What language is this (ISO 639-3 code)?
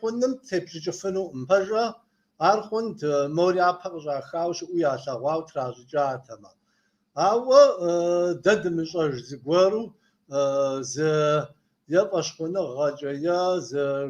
kbd